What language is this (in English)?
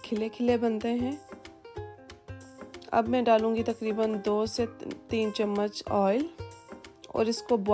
Hindi